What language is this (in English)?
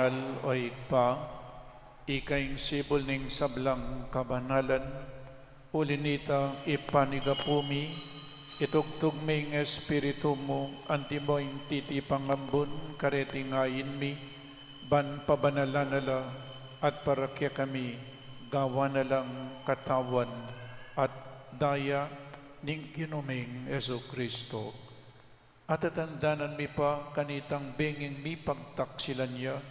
Pampanga